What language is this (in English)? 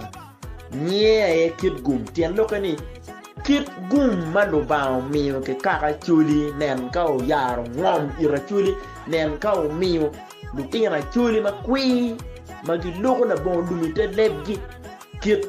Acoli